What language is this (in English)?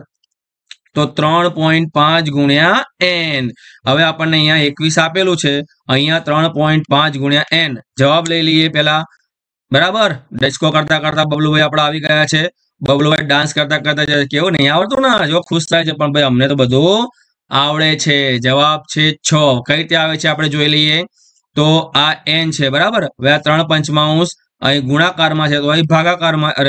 Gujarati